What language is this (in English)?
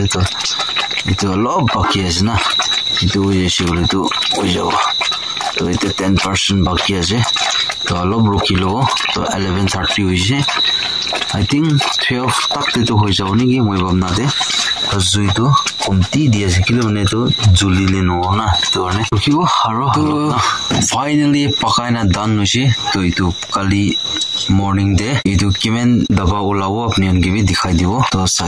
Naga Pidgin